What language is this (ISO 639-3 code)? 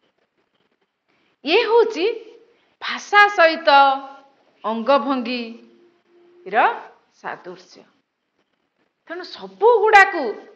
ori